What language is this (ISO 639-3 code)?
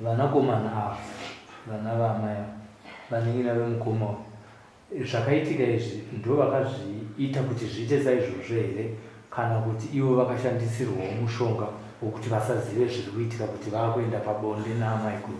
sna